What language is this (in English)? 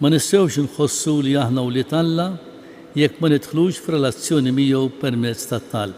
Maltese